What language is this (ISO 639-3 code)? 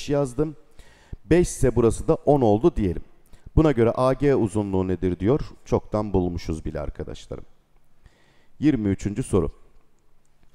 tur